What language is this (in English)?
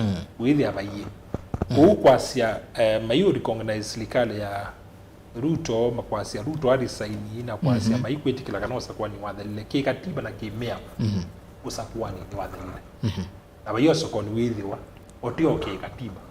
Kamba